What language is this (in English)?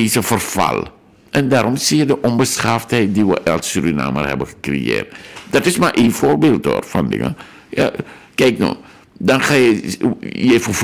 Dutch